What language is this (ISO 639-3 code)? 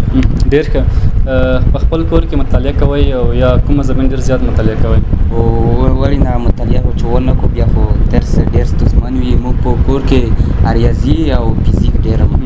pus